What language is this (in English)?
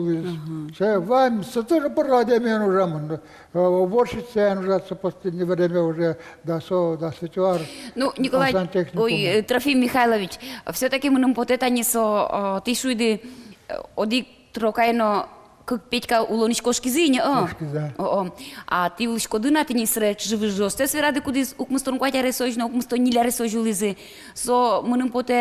Udmurt